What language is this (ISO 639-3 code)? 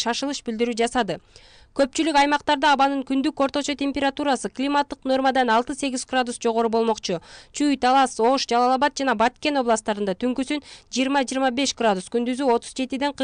kir